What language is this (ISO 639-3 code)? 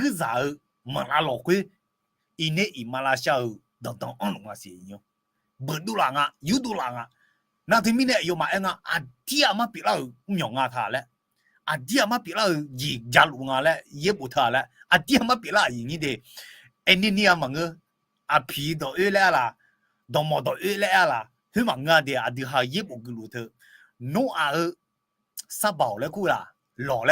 ahk